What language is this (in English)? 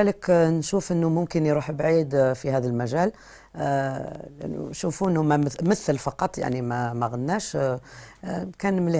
Algerian Arabic